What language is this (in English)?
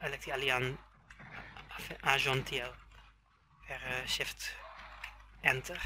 Esperanto